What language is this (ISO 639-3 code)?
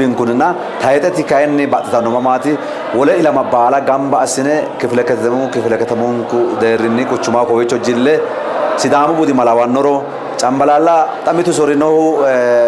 sid